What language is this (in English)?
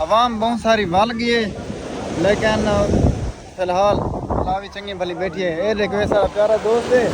Saraiki